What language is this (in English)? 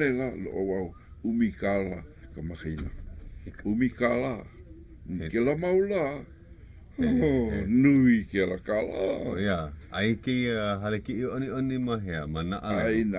Hawaiian